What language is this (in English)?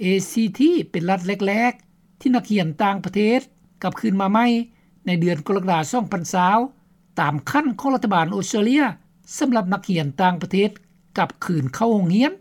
Lao